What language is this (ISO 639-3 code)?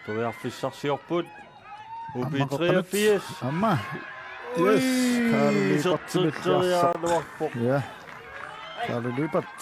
kal